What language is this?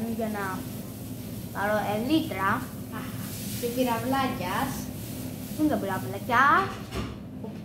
Greek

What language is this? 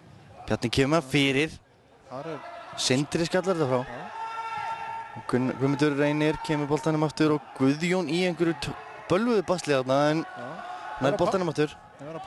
Icelandic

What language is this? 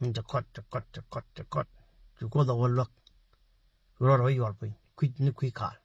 Nuer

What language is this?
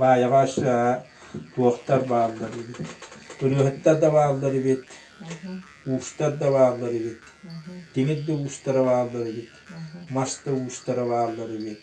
Yakut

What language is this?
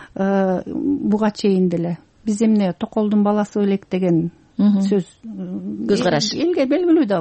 Kyrgyz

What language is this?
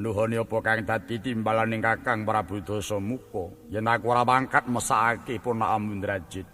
Javanese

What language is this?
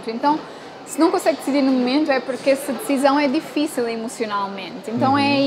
Portuguese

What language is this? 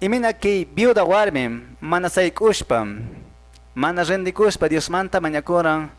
Quechua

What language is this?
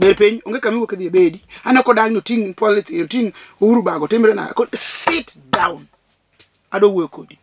Luo (Kenya and Tanzania)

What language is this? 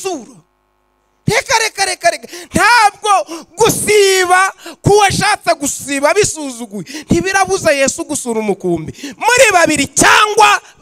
Kinyarwanda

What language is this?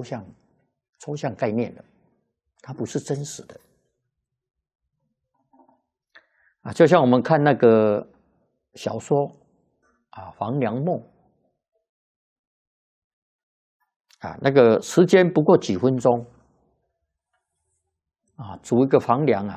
Chinese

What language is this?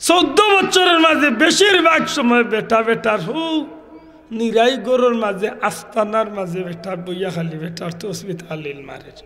Sylheti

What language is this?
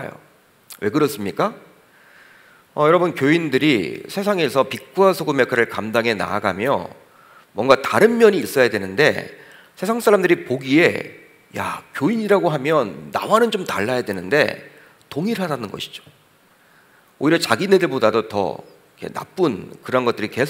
Korean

